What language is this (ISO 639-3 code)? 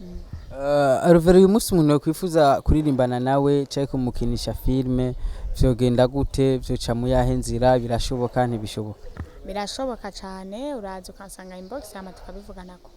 run